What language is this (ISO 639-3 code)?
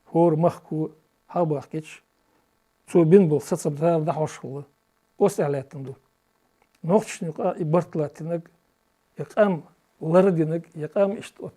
che